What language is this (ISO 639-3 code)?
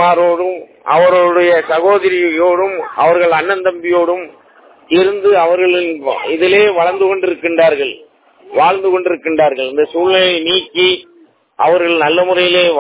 tam